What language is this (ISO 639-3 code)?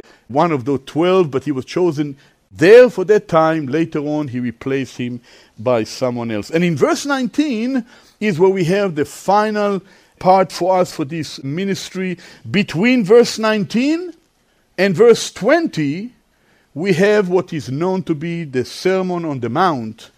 eng